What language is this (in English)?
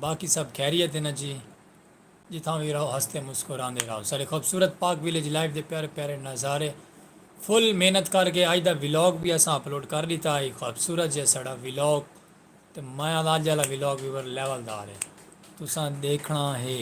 Saraiki